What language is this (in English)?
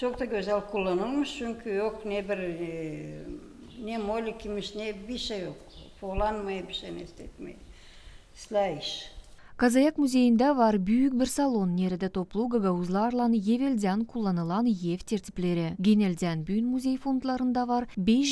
Gagauz